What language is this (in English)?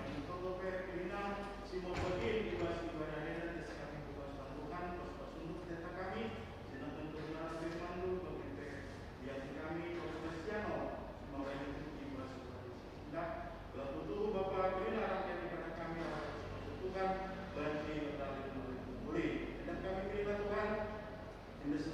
Batak Karo